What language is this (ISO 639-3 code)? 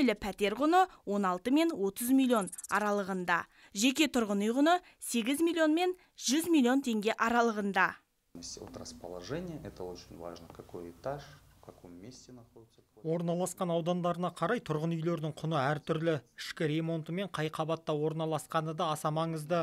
kaz